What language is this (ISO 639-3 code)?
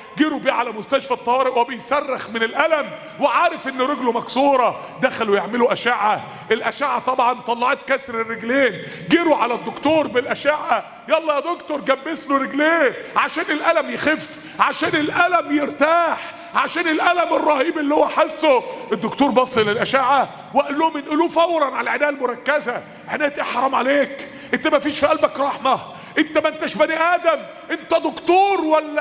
arz